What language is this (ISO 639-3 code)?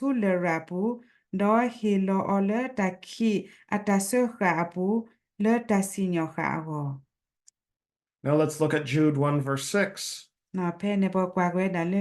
ksw